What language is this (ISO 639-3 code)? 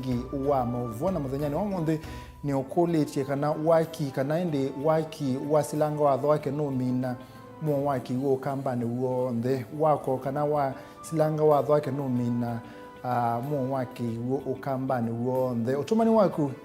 kam